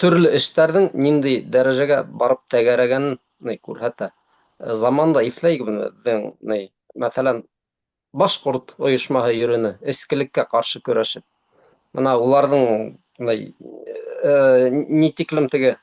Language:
Bashkir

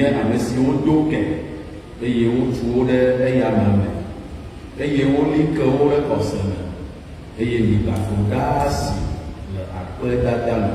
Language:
Ewe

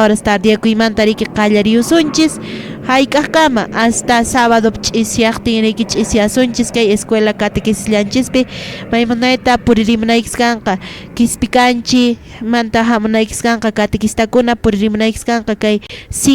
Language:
Quechua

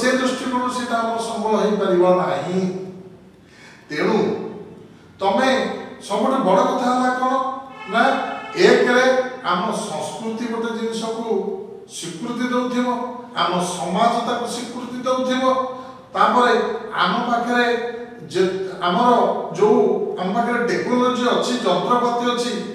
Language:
Odia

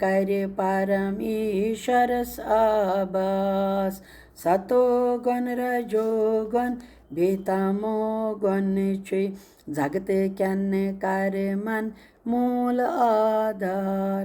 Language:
Kashmiri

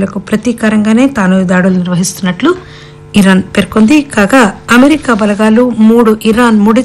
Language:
Telugu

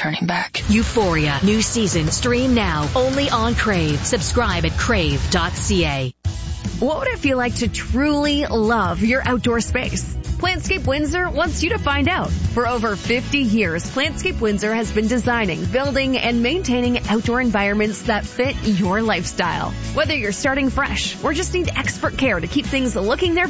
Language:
English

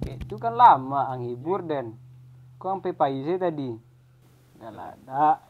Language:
Minangkabau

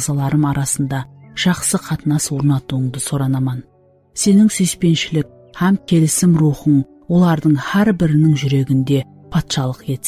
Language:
Kara-Kalpak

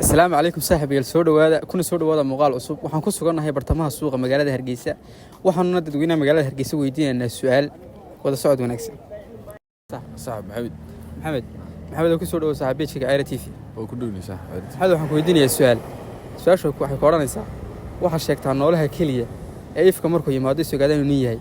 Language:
Somali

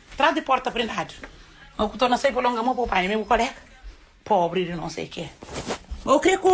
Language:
Kabuverdianu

